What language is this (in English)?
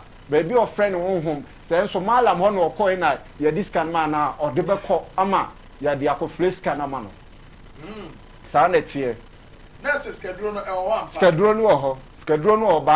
Akan